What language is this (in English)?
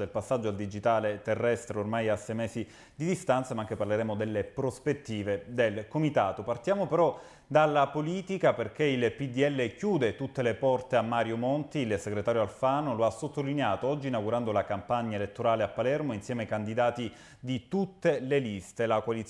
Italian